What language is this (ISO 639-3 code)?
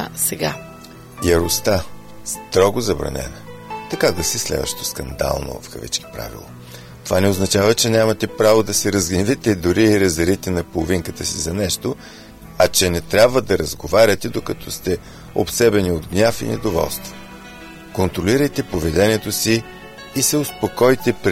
bul